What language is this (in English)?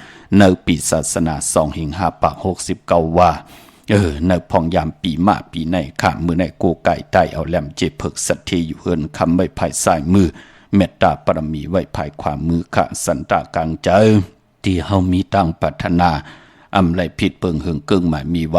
Shan